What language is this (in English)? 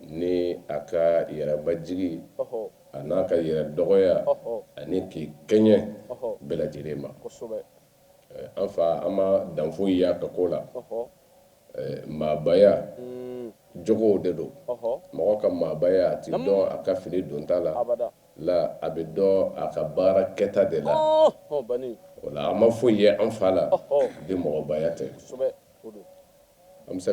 Bambara